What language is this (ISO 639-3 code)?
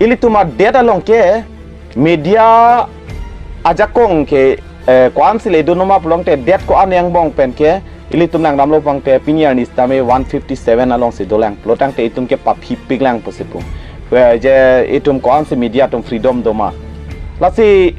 mjw